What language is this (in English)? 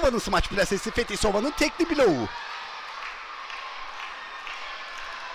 Turkish